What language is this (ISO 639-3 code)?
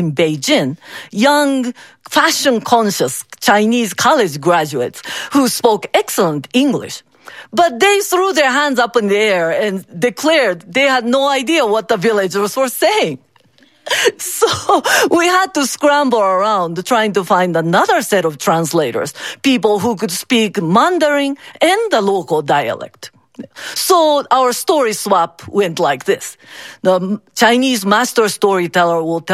eng